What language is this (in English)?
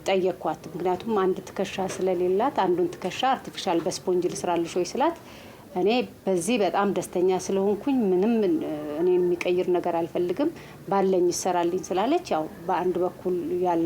Amharic